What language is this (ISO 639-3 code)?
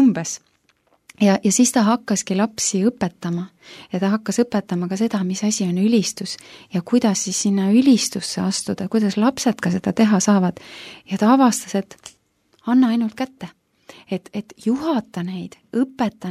est